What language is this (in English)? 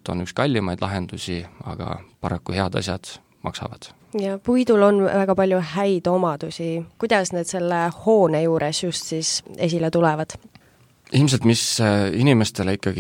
Estonian